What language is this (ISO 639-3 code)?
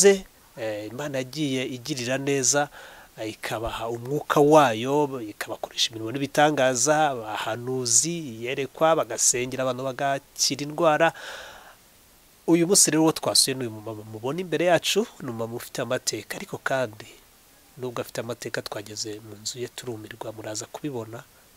kin